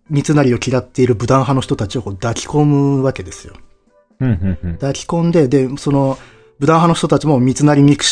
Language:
Japanese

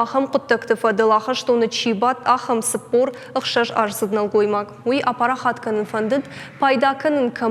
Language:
Ossetic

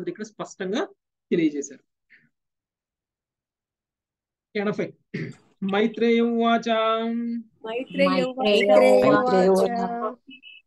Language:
Telugu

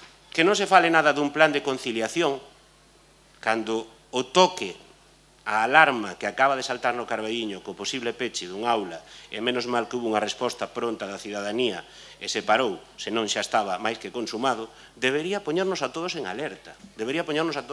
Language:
Galician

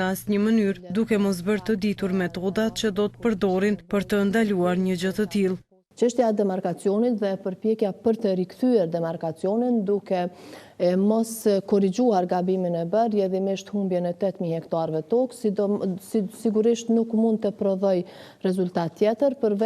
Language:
Albanian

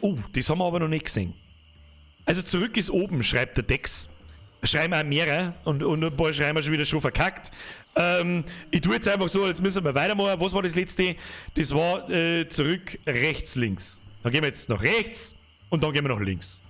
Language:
Bavarian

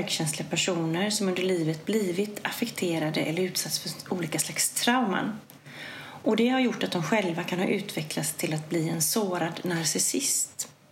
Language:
Swedish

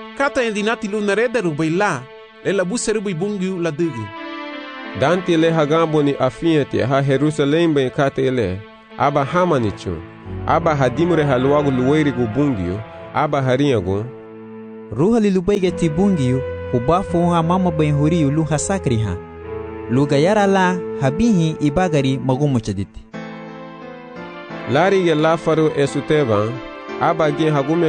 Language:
Garifuna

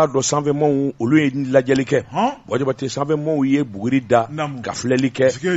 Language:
Bambara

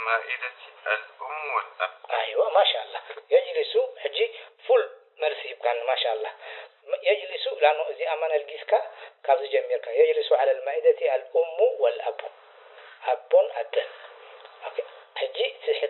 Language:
Tigrinya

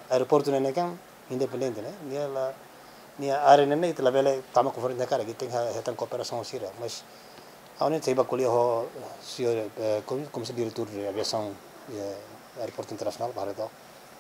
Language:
Tetum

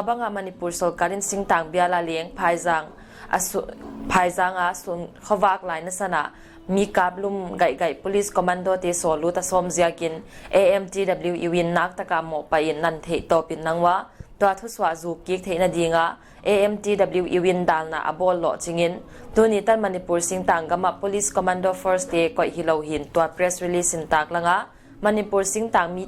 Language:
Paite Chin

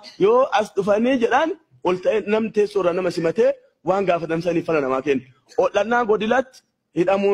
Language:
Oromo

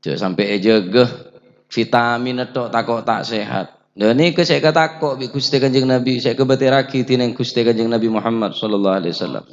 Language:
Madurese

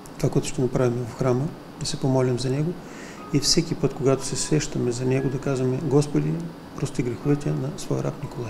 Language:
Bulgarian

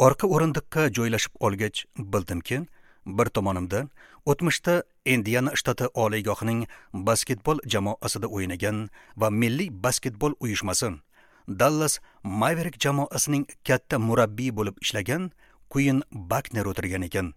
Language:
Uzbek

